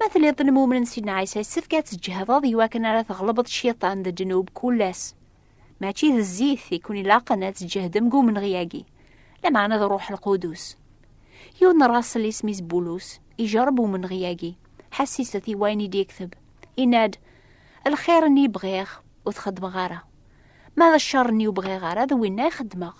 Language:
Kabyle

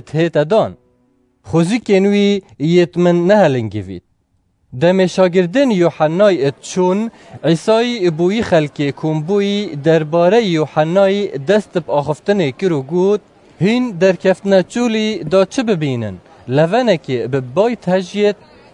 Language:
Kurdish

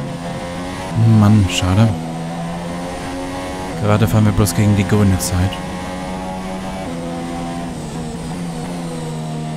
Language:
German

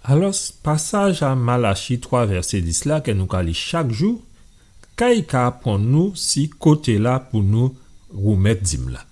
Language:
Guadeloupean Creole French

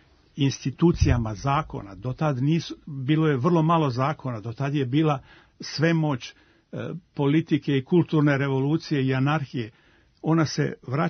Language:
Serbian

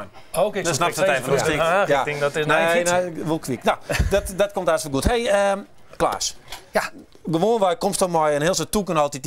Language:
Western Frisian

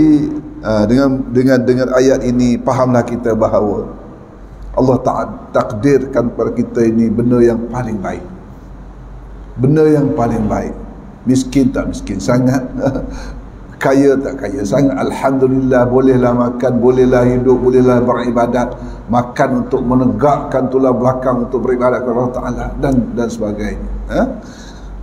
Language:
Malay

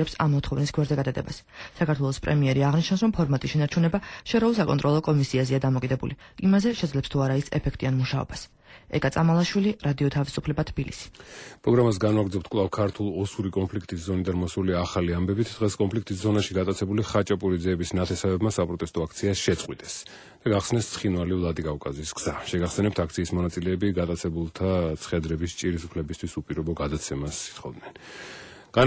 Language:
Georgian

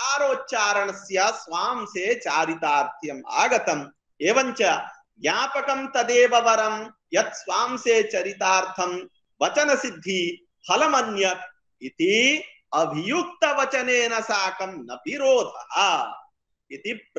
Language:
Sanskrit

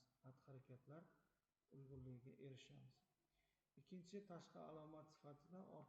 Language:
Uzbek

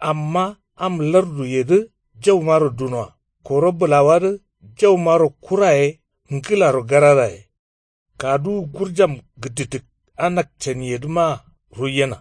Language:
Kanuri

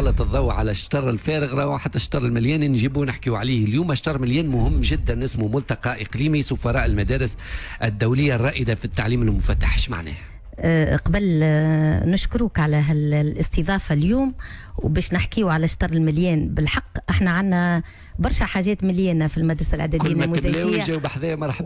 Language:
Tunisian Arabic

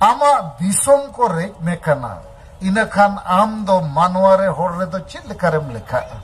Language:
Santali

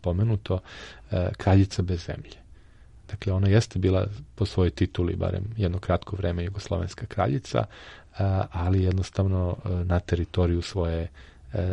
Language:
Serbian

